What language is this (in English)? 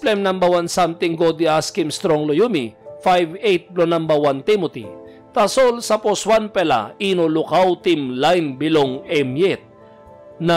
Tok Pisin